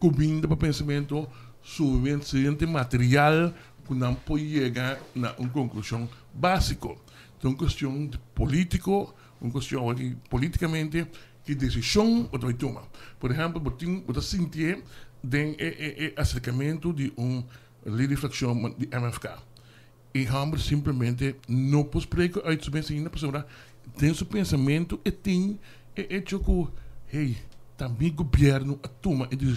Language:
Papiamento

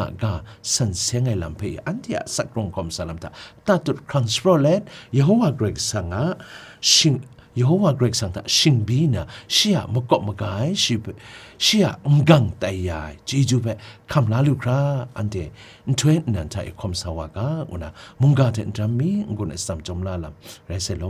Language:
Kachin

